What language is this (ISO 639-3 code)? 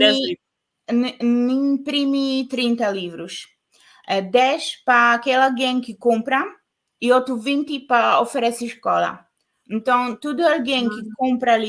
kea